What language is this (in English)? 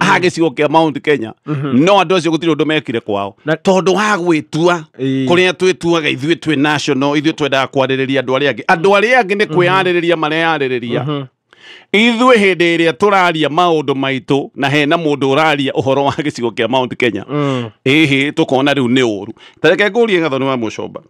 Kikuyu